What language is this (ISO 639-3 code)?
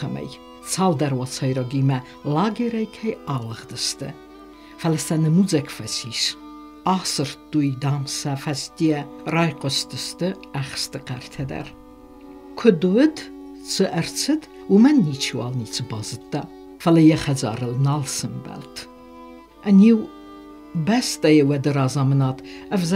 oss